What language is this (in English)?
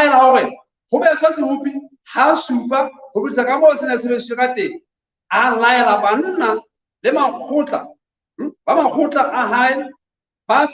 Southern Sotho